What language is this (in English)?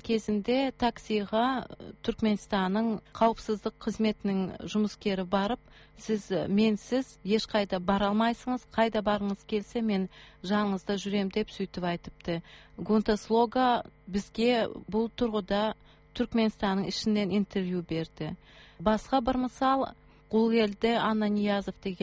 Kazakh